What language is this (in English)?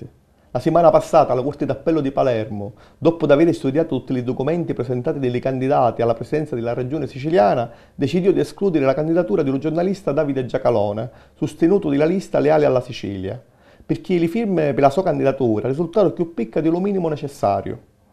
Sicilian